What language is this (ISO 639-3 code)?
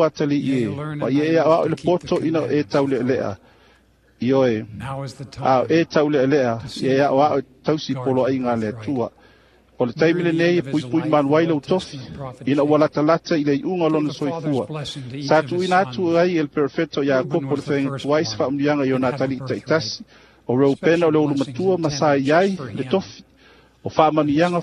smo